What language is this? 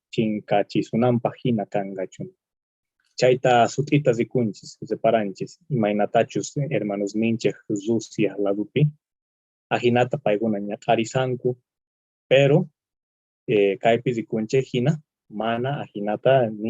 South Bolivian Quechua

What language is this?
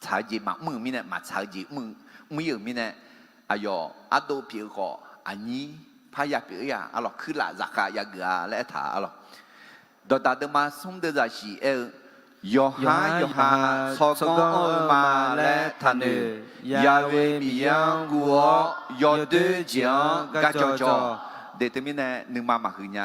Akha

